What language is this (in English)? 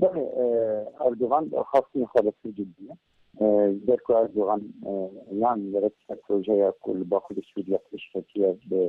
Kurdish